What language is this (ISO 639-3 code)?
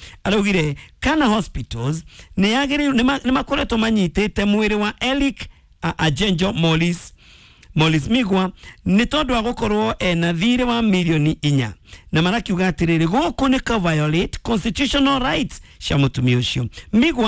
kik